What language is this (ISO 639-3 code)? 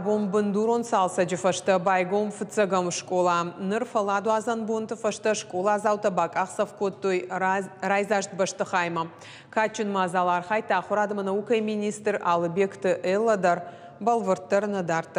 oss